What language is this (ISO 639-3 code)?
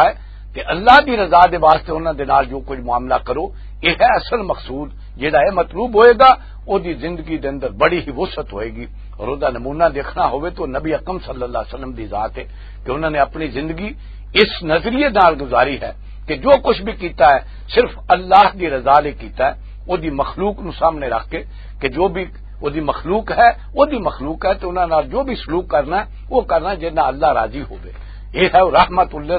lah